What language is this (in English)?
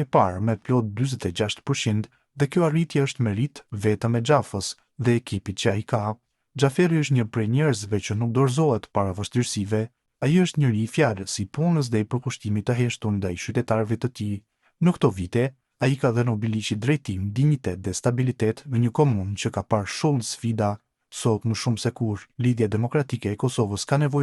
Albanian